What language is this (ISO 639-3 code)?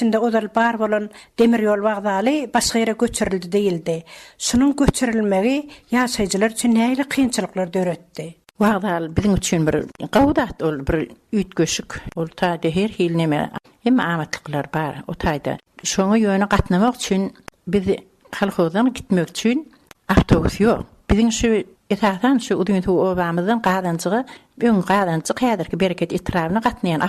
tuk